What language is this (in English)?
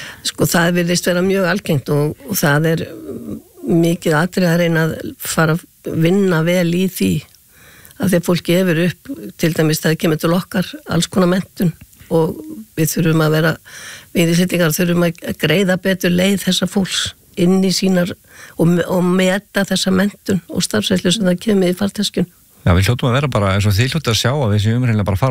Icelandic